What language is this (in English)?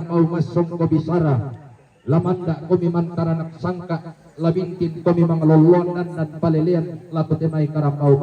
Toraja-Sa'dan